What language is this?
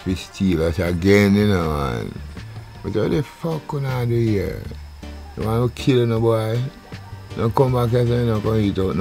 Jamaican Creole English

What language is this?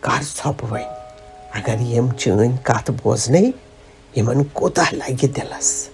Kashmiri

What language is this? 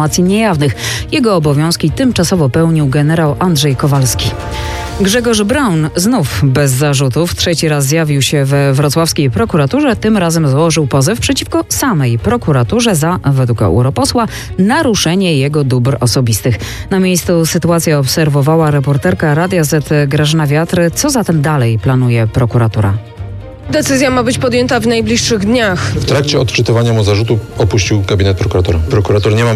Polish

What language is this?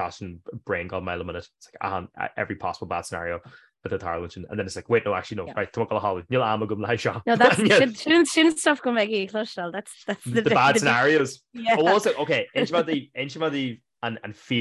Irish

